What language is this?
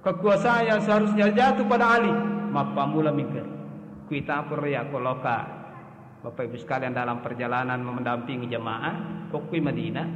Buginese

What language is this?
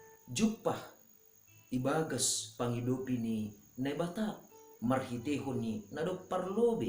Batak Simalungun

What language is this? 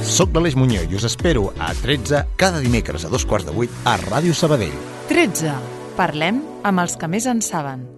Catalan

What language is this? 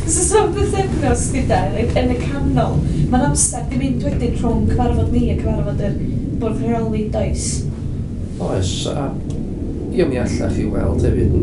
Welsh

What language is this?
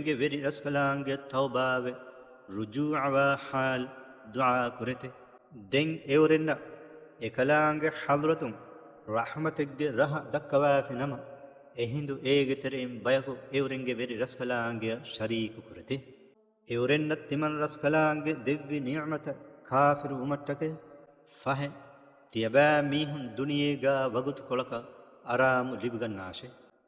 Divehi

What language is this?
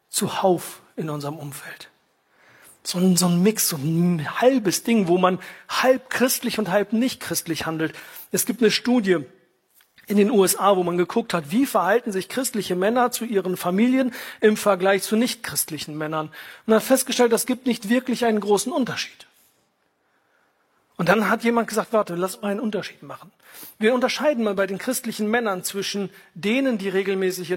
German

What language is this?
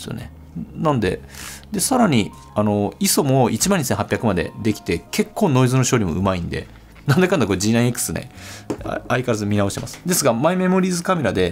Japanese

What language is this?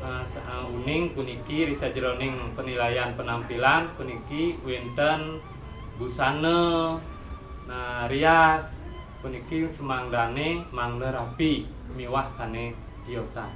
Balinese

